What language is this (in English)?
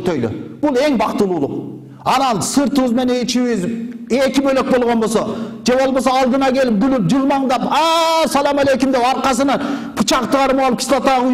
Kyrgyz